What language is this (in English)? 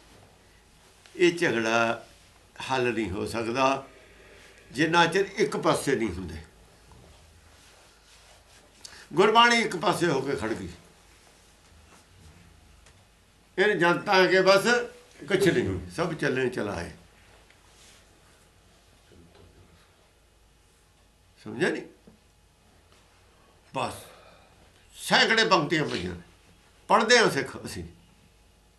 Punjabi